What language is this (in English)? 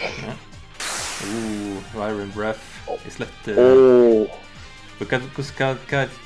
Faroese